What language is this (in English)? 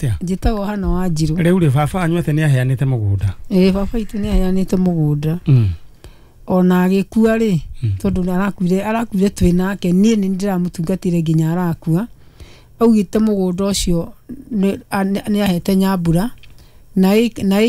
Kikuyu